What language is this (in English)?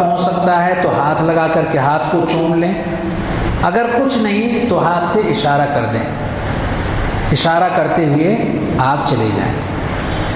Urdu